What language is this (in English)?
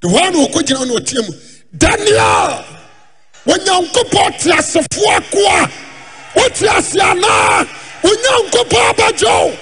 Akan